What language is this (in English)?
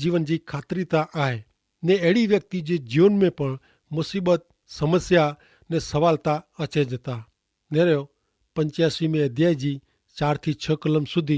Kachhi